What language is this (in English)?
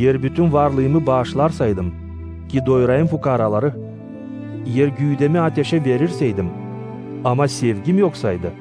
Gagauz